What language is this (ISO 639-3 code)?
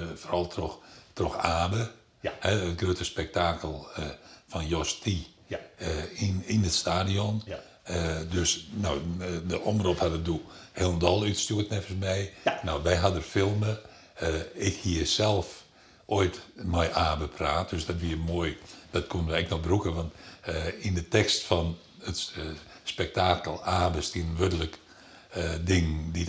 fry